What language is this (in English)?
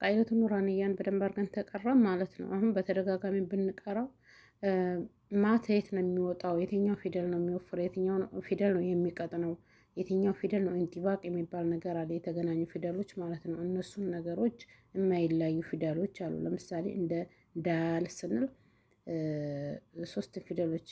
Amharic